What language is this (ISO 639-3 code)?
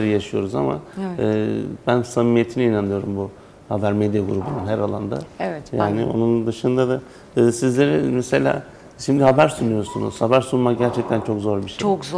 tur